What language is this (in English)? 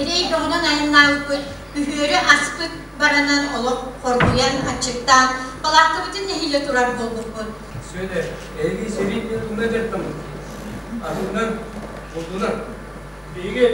Yakut